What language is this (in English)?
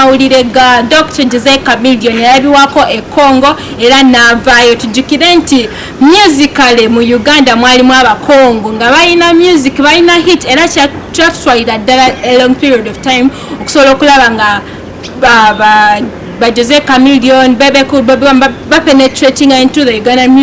Ganda